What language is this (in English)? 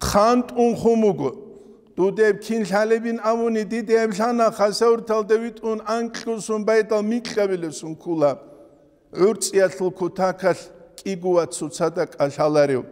Avaric